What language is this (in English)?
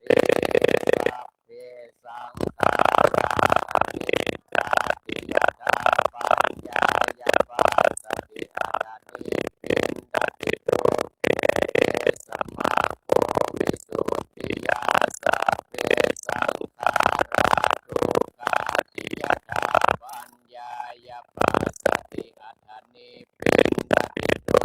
Pali